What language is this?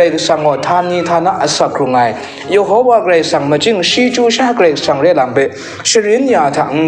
Kachin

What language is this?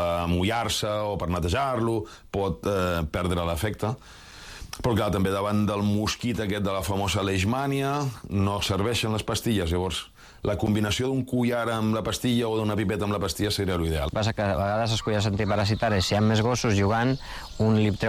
Catalan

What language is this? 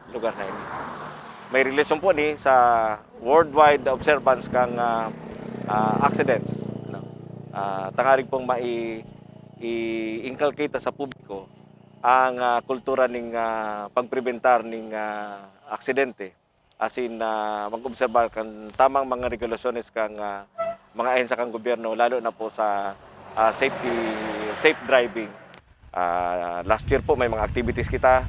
Bikol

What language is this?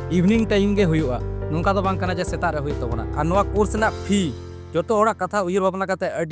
Santali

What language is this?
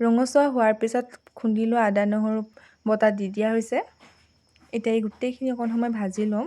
Assamese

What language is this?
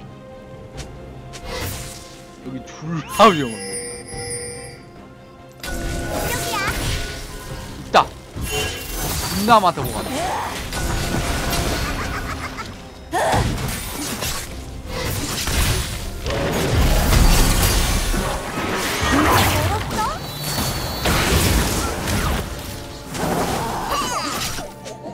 Korean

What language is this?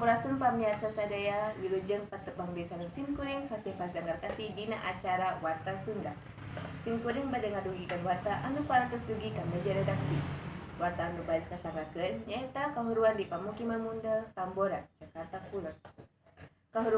Sundanese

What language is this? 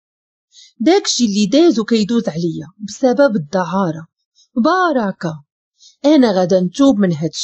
Moroccan Arabic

